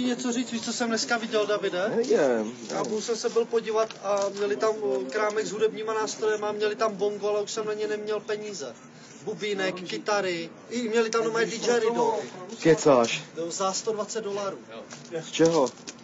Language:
Czech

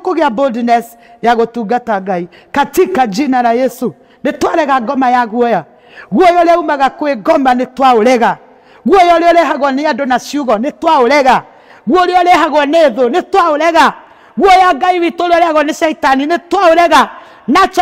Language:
Kikuyu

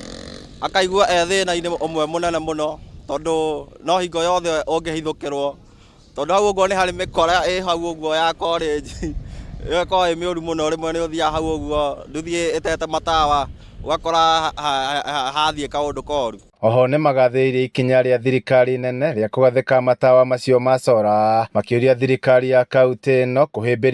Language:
Kikuyu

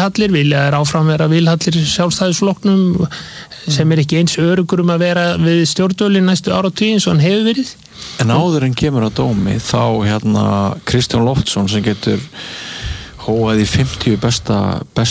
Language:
Icelandic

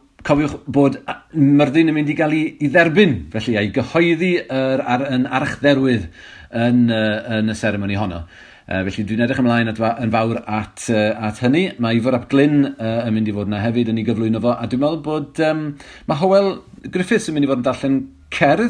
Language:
Welsh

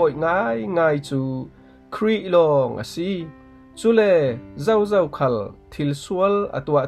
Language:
Falam Chin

